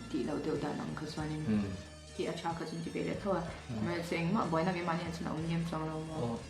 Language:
Mizo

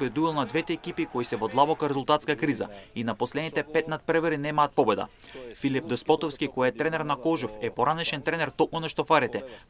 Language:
Macedonian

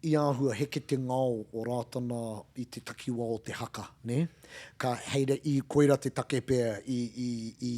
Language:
Māori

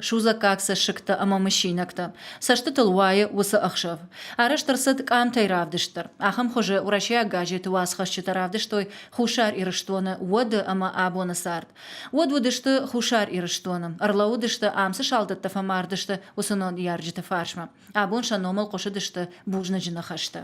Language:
Ossetic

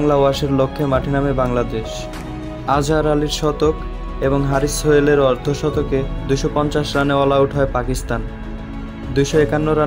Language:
Bangla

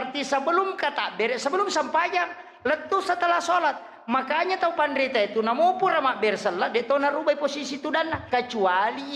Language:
Buginese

